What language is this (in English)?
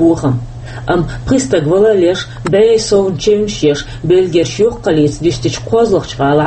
Chechen